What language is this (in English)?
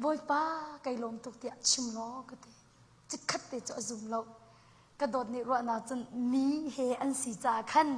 Hakha Chin